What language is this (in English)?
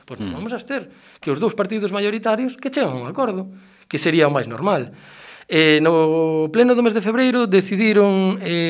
Galician